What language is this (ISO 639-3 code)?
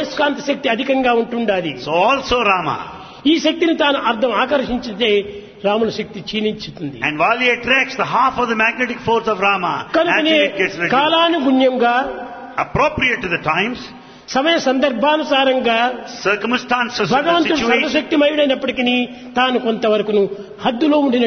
tel